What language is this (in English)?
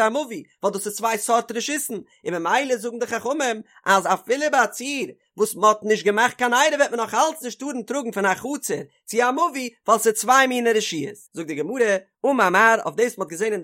Yiddish